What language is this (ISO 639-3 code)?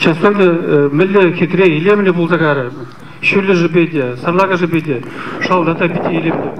chv